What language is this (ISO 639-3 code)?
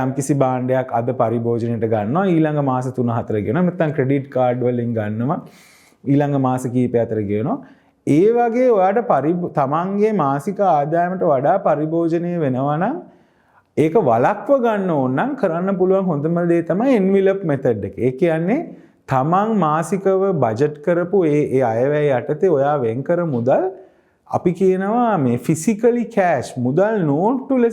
sin